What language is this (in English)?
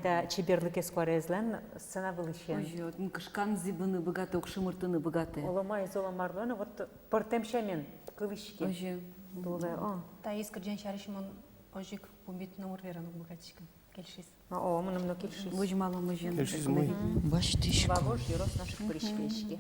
Udmurt